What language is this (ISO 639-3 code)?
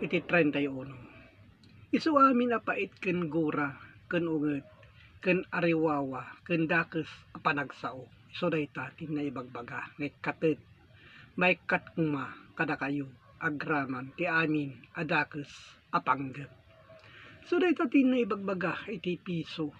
ilo